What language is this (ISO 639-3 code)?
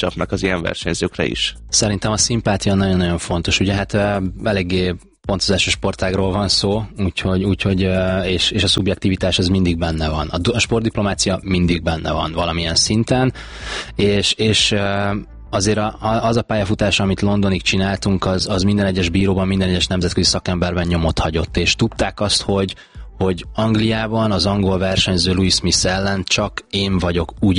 hun